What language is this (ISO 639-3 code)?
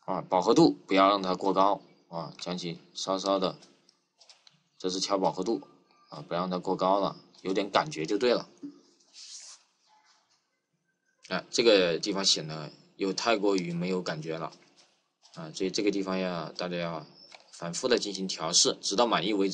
zho